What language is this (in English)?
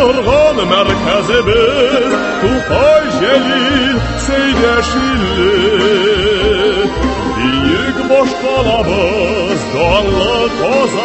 Tatar